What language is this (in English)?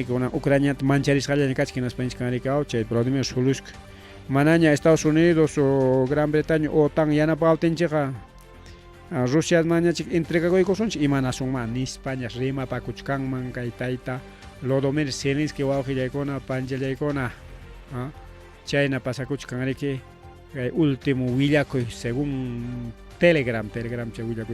Ayacucho Quechua